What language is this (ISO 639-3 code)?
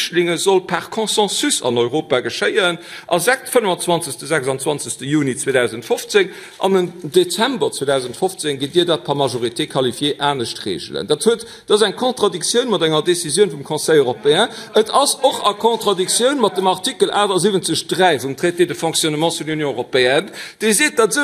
ltz